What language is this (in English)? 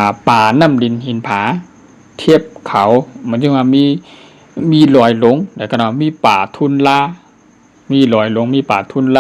Shan